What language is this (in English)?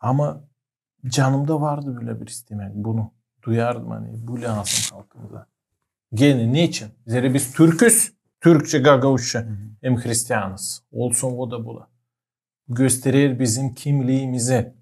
Gagauz